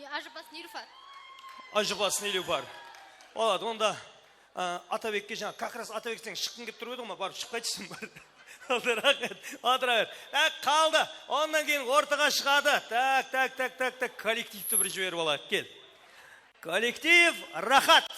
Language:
Kara-Kalpak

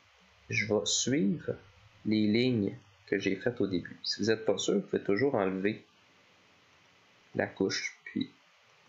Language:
French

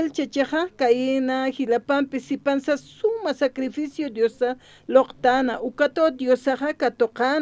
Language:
Aymara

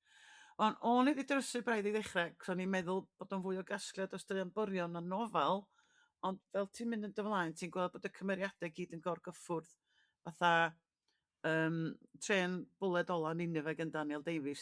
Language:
Welsh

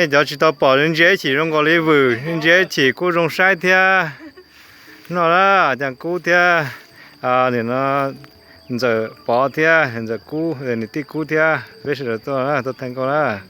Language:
Hmong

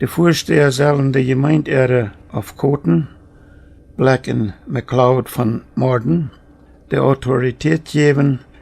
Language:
Plautdietsch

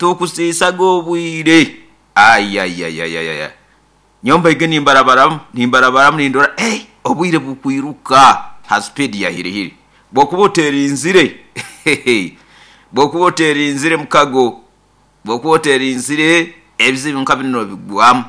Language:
Nyoro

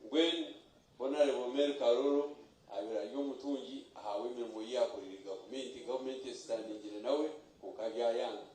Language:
Nyankole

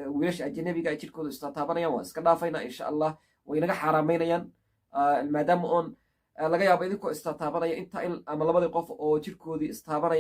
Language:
Somali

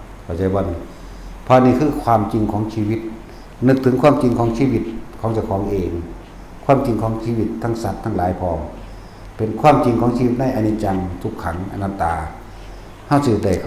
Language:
Lao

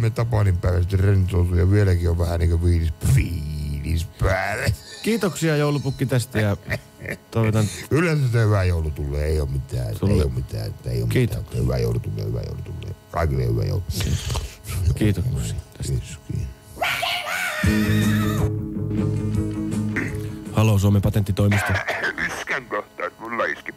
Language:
Finnish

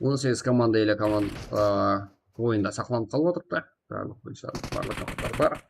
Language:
Kara-Kalpak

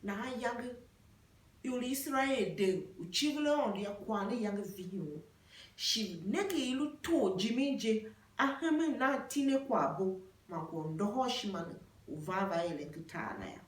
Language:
Tiv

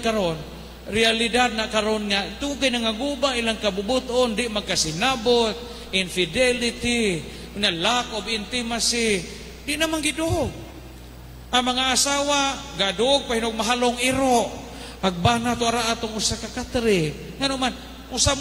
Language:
Cebuano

